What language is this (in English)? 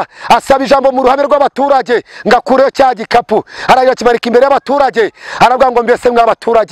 Kinyarwanda